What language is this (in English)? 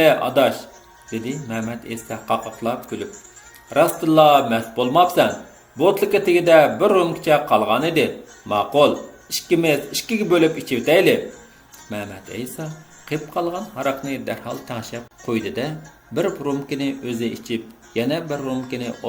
Uyghur